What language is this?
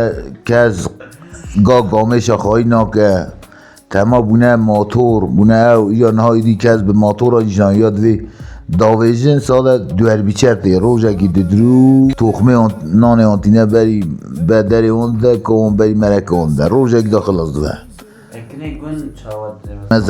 Kurdish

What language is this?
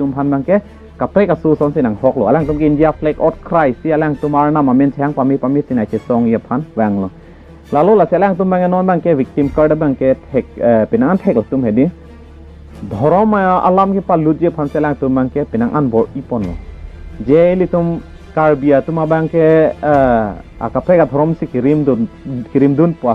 Karbi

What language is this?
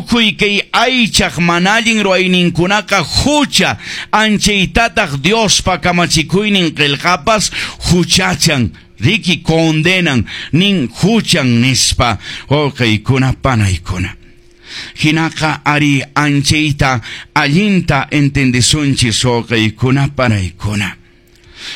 Quechua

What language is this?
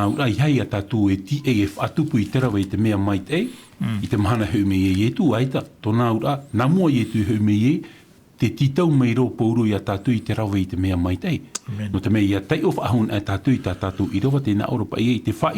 Tahitian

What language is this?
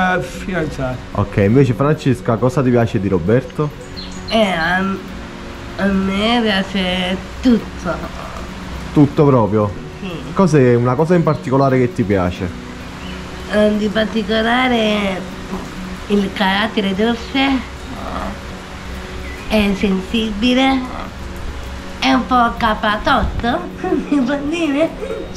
Italian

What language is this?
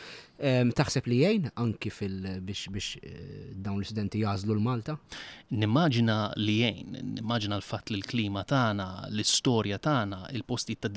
Maltese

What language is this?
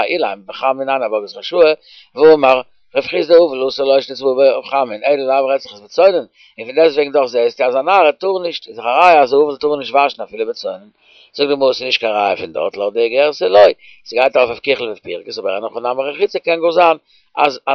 Yiddish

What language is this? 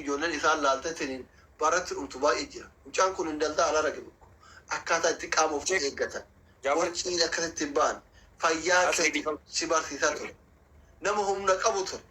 Oromo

